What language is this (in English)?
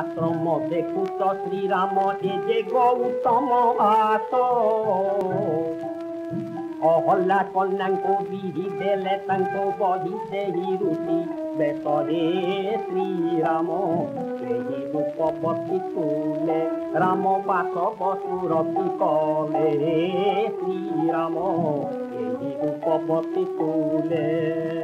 Odia